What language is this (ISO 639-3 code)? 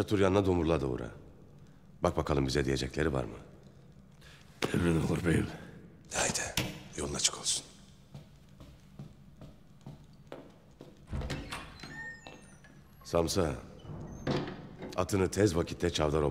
tur